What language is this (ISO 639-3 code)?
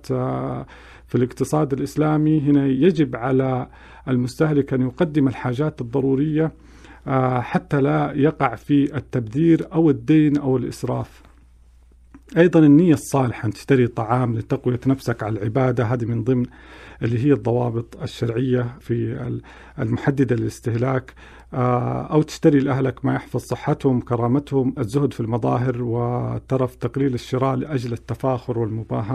ara